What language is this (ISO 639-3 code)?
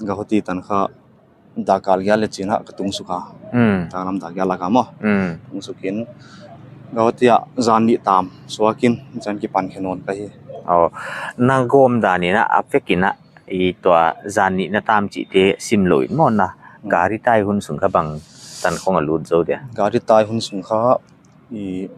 pck